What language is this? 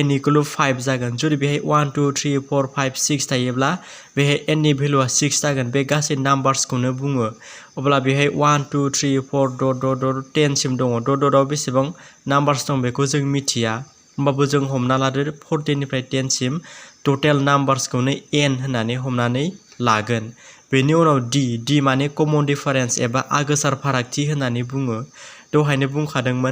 Bodo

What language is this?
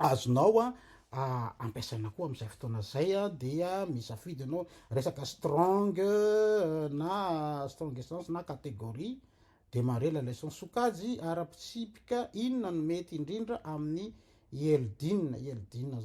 Malagasy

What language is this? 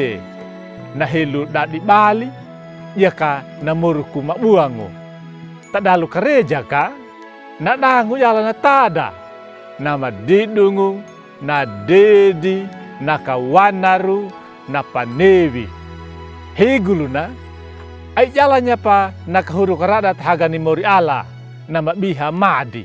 Anakalangu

